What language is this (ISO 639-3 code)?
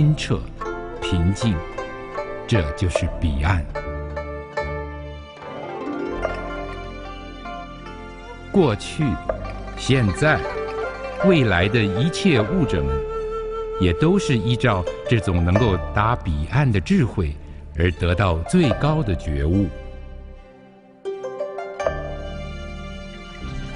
zho